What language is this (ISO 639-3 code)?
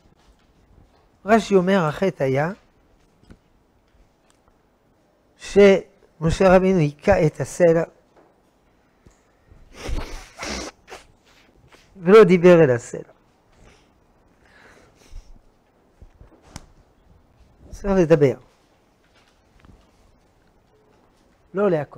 heb